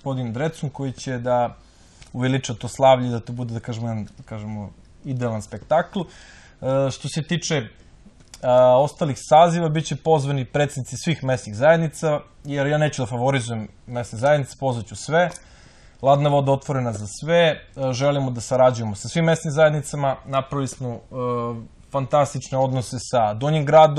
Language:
Serbian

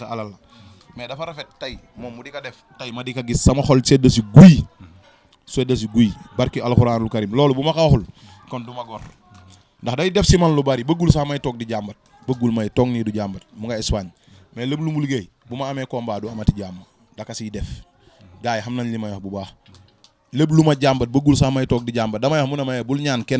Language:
Wolof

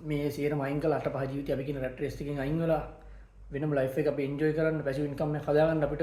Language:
Sinhala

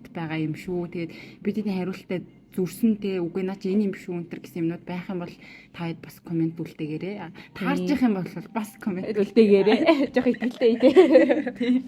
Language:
Mongolian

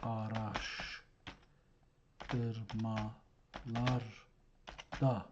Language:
South Azerbaijani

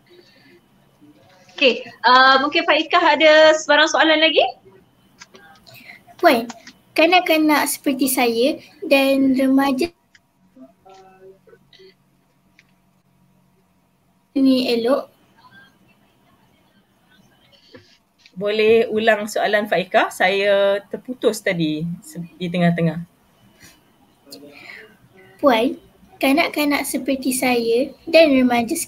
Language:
Malay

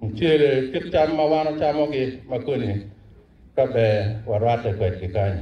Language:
Acoli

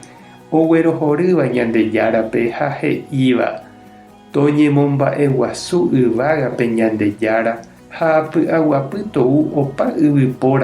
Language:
Guarani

